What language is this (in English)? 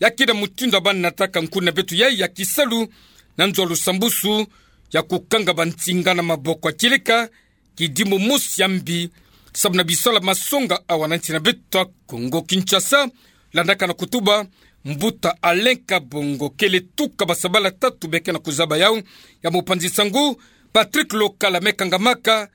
Kituba (Democratic Republic of Congo)